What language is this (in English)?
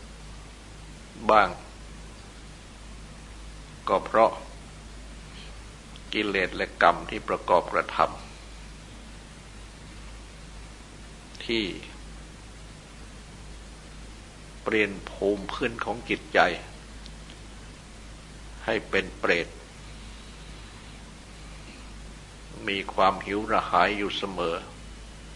Thai